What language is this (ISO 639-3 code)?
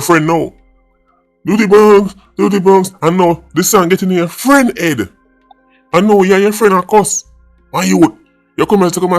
jam